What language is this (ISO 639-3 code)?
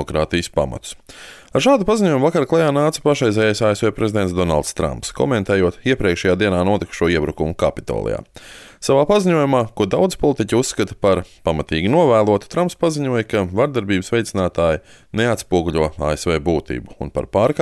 lav